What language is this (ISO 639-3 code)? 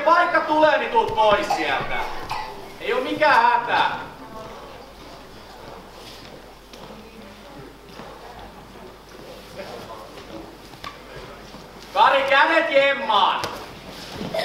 fin